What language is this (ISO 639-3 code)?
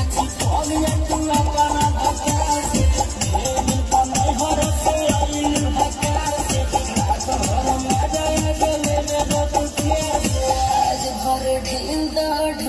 bho